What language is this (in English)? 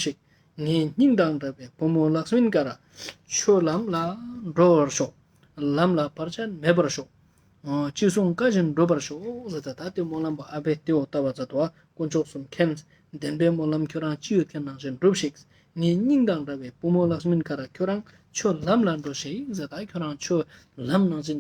Ladakhi